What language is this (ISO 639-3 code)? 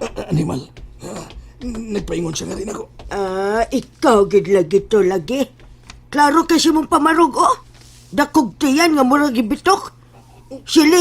ceb